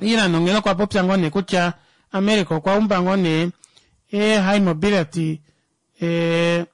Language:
Kuanyama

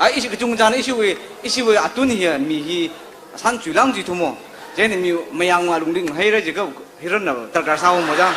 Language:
Tangkhul Naga (India)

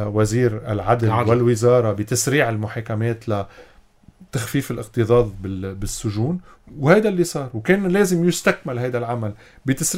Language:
North Levantine Arabic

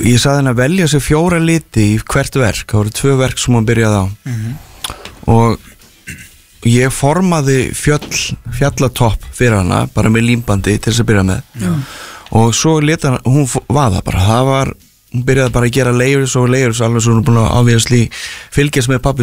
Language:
Icelandic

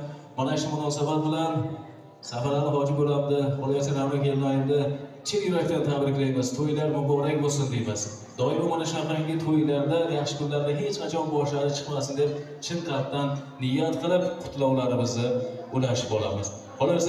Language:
Uzbek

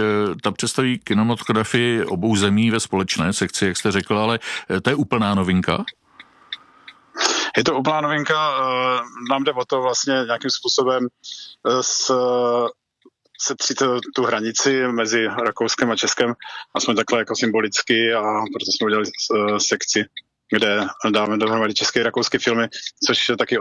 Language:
Czech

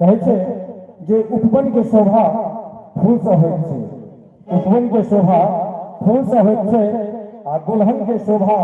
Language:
Maithili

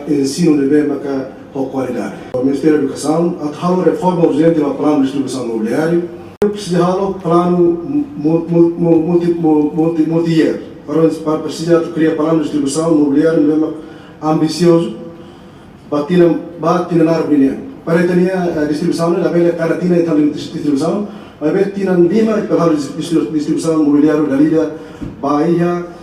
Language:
Tetum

